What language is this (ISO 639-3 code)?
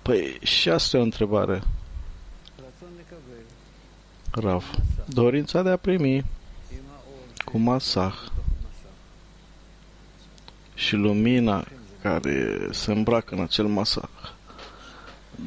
ron